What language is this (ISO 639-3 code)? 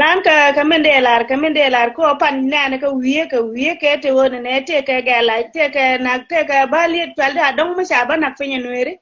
nus